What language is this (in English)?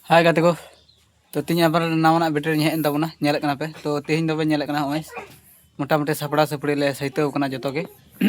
Santali